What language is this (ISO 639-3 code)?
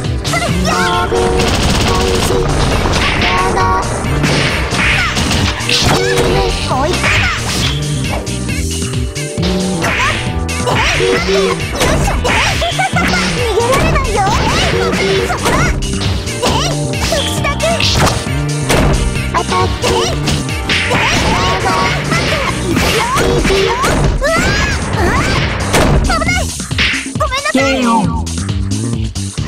jpn